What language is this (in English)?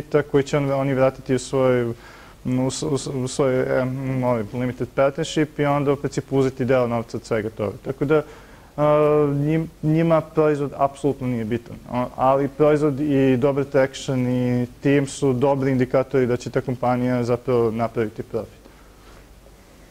Serbian